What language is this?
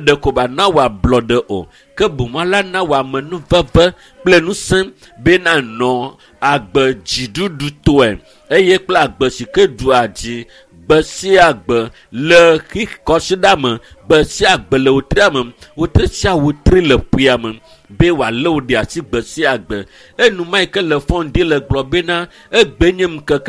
Ewe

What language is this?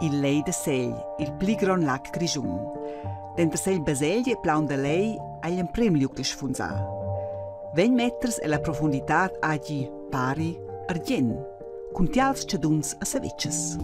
Romansh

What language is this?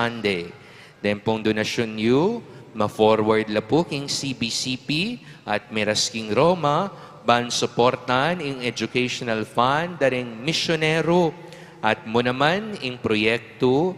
Pampanga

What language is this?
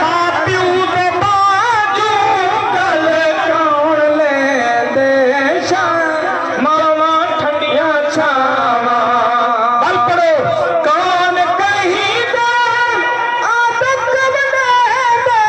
Saraiki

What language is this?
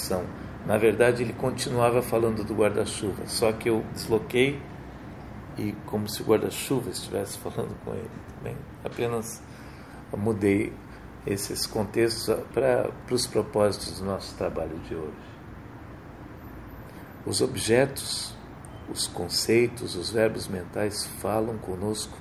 Portuguese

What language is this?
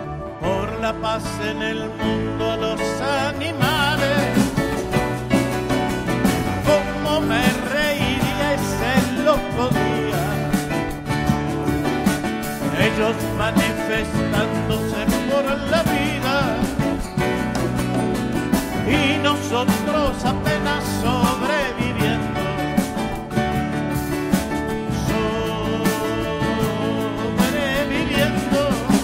Spanish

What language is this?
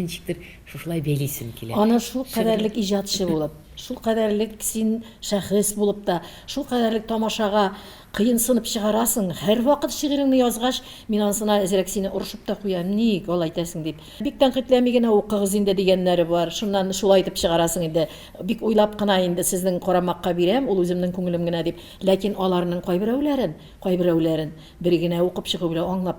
Tatar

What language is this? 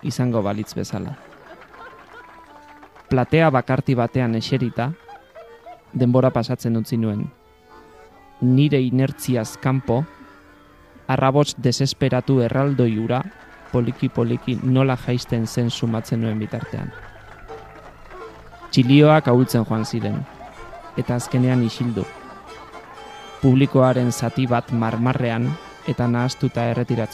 Basque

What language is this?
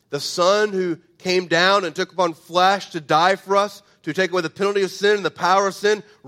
English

